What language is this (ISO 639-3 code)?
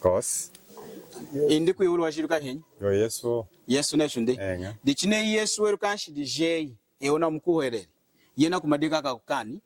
lun